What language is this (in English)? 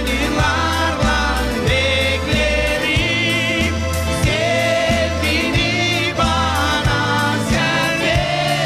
Gagauz